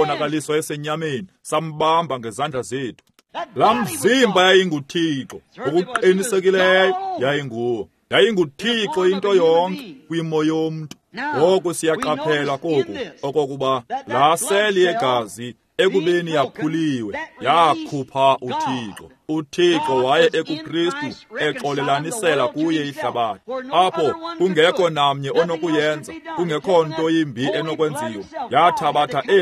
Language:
Xhosa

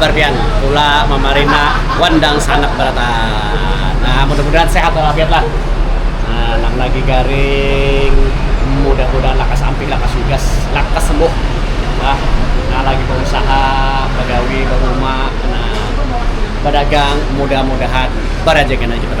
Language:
Banjar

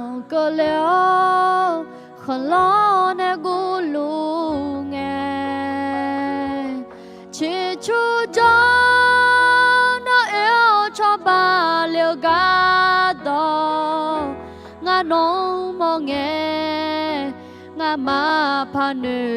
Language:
Akha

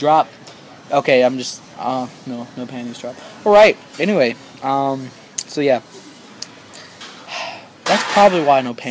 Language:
English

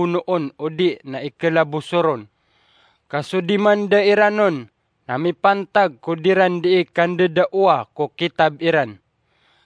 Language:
Maranao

